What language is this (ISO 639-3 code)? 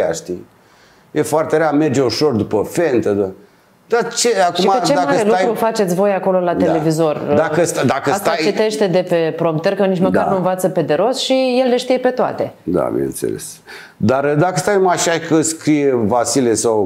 ron